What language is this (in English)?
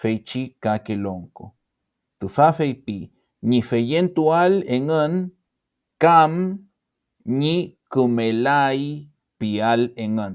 Mapuche